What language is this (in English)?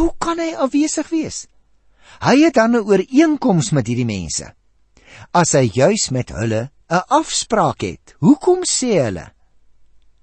Afrikaans